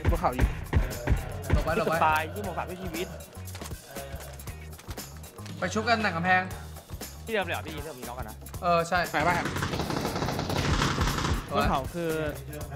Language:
Thai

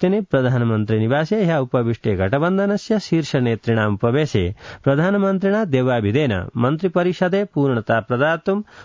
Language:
Sanskrit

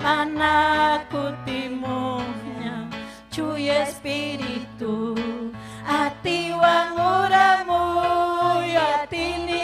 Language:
Ayacucho Quechua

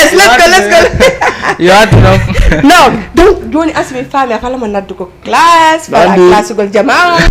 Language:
Fula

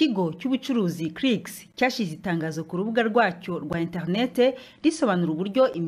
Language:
Kinyarwanda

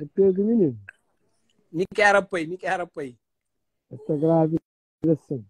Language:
Kabuverdianu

